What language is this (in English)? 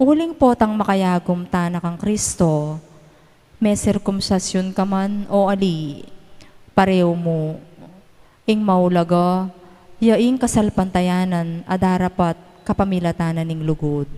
Pampanga